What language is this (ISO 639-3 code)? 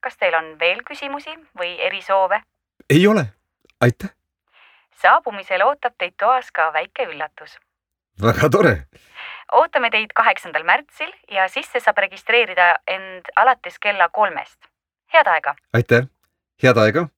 est